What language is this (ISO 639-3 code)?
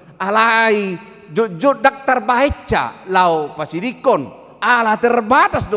bbc